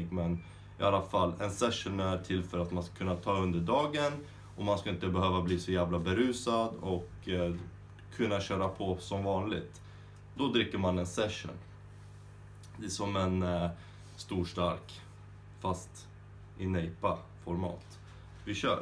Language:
Swedish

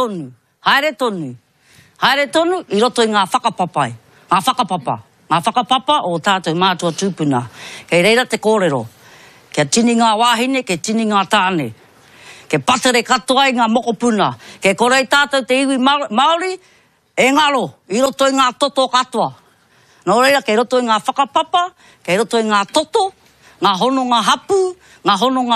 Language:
Māori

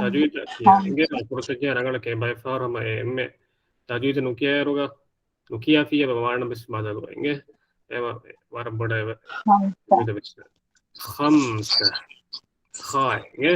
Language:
Divehi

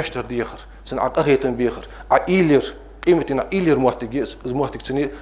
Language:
Ingush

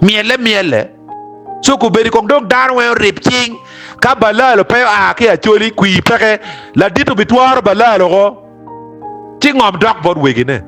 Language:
Acoli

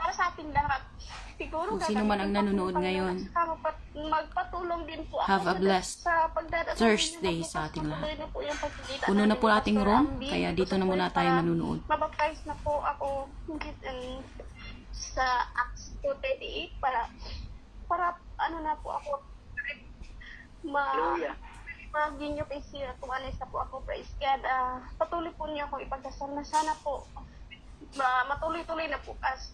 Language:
Filipino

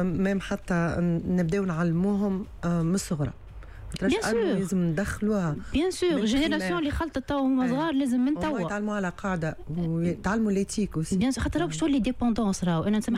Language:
Tunisian Arabic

